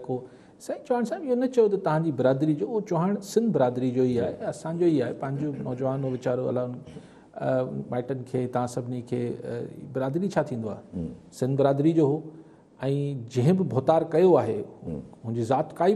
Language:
Sindhi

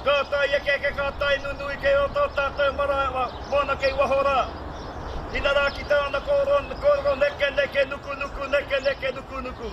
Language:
Māori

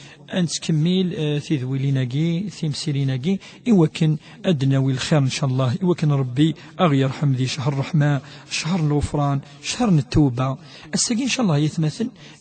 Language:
Kabyle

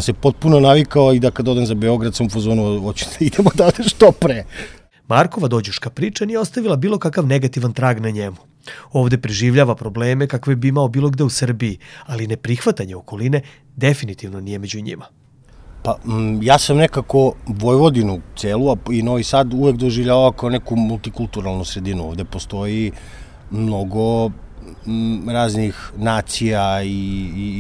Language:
Serbian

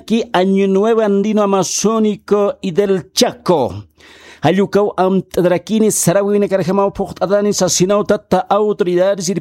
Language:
Aymara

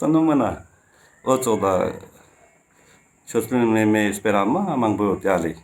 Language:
Ladakhi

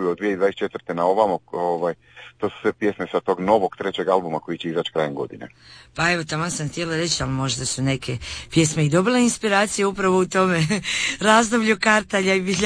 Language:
Croatian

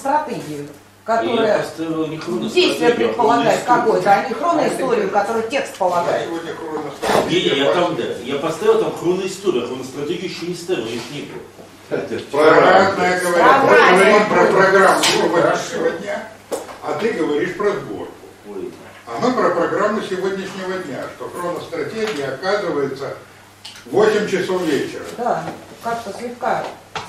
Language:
Russian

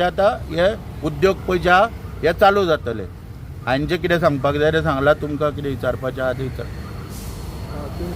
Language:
Konkani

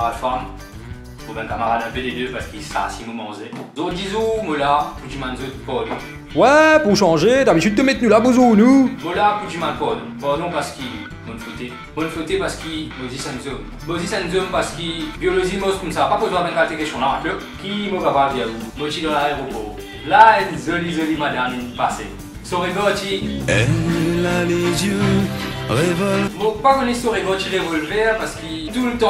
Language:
Morisyen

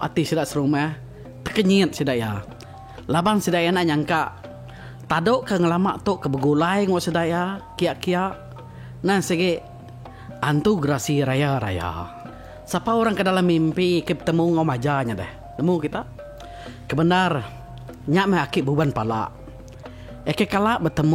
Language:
Iban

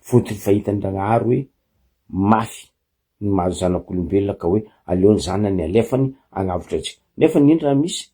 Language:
Malagasy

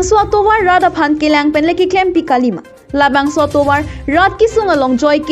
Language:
Karbi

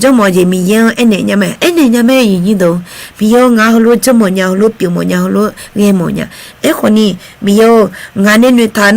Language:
Akha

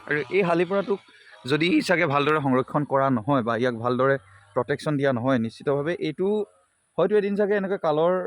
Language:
Assamese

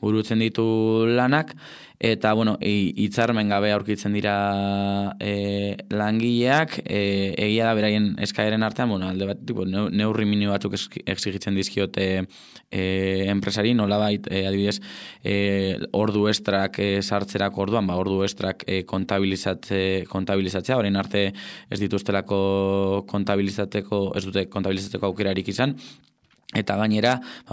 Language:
Basque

